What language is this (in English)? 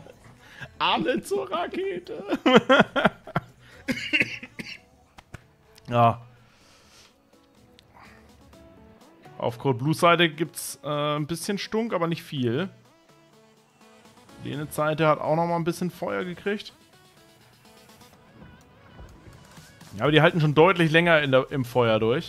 German